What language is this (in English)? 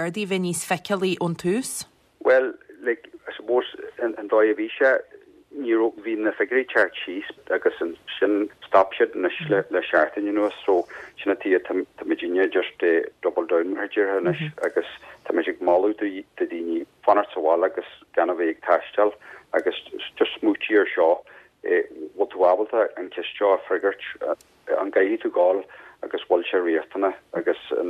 Irish